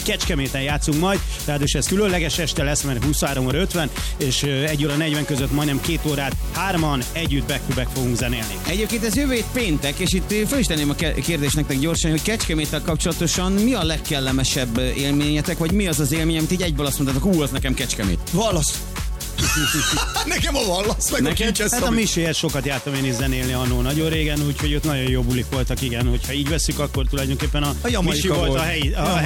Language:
Hungarian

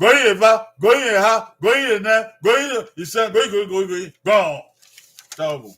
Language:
Bini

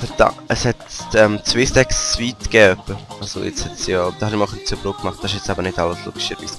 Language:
Swiss German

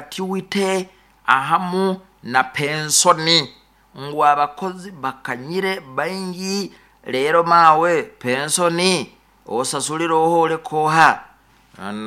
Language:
Nyoro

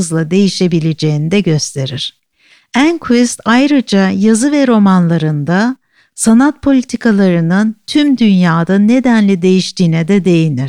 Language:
Turkish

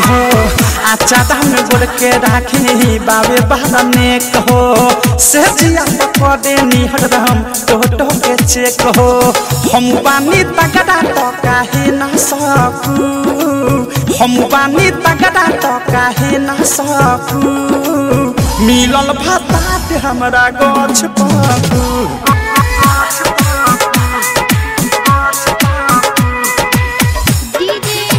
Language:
Bhojpuri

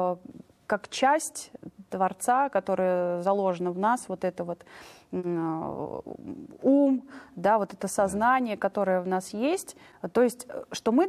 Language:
Russian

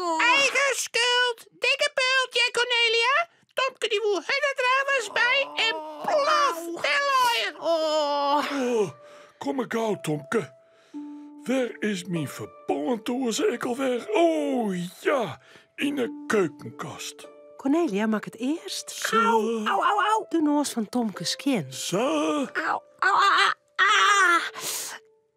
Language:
Western Frisian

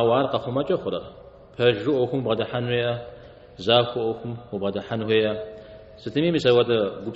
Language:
Kabardian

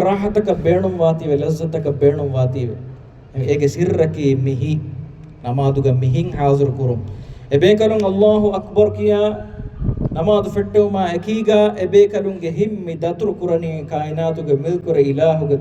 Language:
Divehi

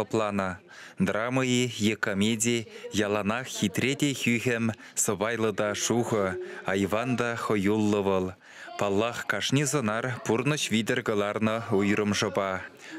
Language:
Chuvash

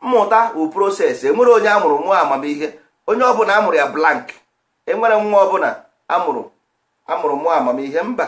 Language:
Igbo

